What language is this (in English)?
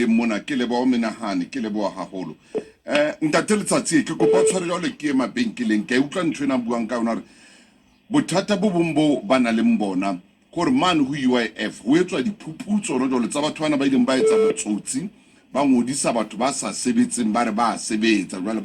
Southern Sotho